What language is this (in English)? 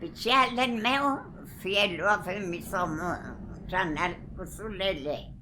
Mapuche